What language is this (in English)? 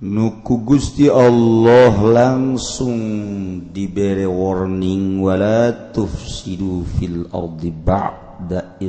Sundanese